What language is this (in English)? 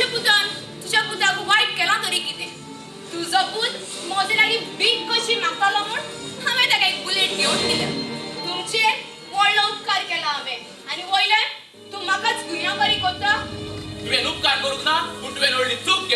Konkani